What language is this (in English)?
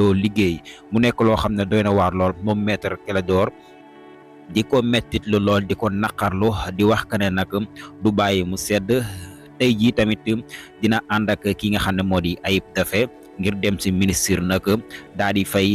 Wolof